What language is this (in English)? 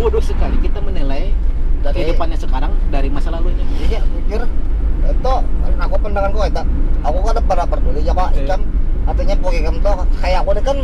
Banjar